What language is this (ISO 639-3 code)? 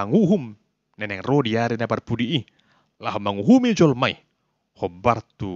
bbc